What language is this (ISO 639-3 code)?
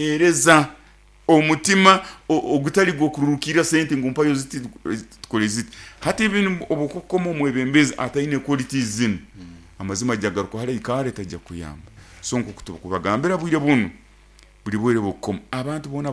nyn